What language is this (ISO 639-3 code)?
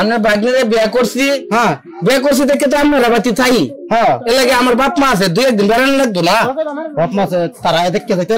ben